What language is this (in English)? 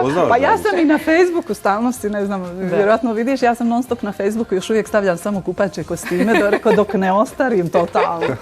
Bosnian